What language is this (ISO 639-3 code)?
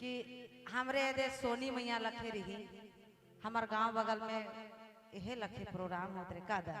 sck